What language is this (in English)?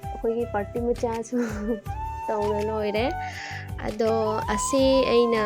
Manipuri